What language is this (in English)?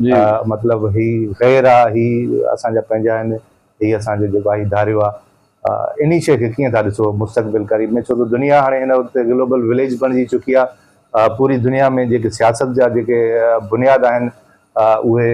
Sindhi